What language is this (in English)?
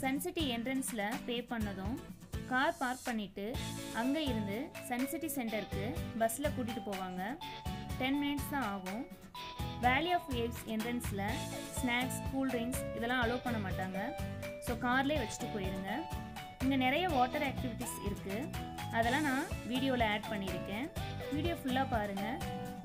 Tamil